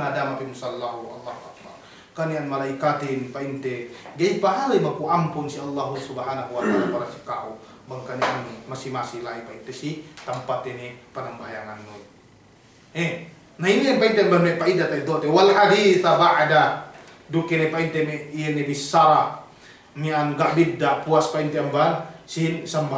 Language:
Yakan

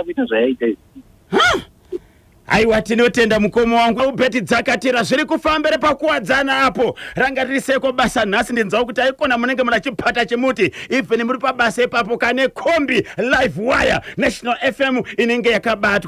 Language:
Shona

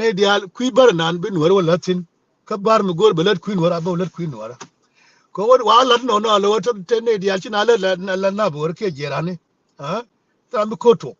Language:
Nuer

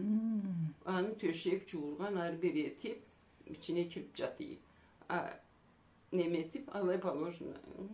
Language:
Karachay-Balkar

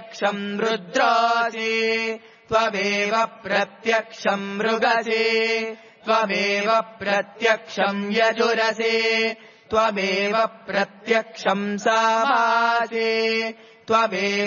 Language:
Sanskrit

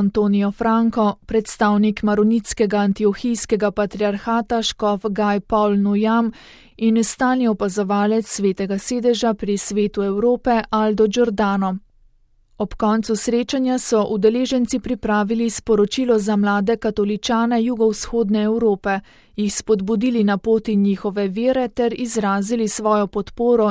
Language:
Slovenian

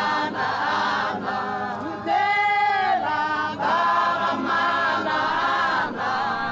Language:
Tswana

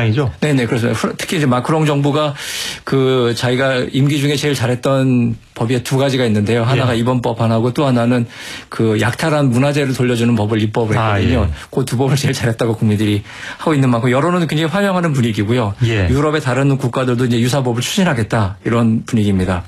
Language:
Korean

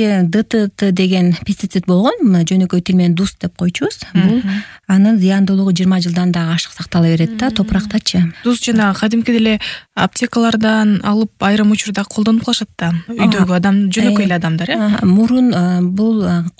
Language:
Kyrgyz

